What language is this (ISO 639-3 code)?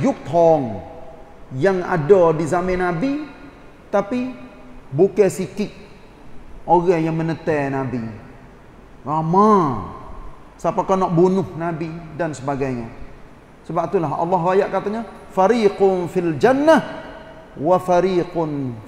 msa